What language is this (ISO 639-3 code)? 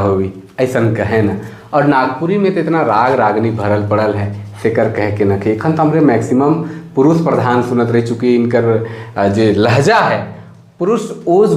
sck